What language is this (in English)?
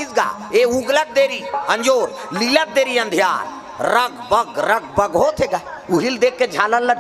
Chhattisgarhi